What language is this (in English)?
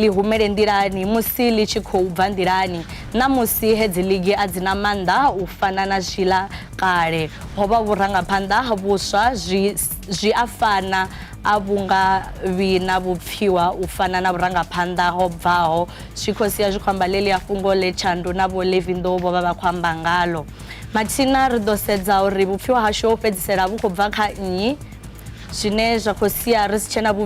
Venda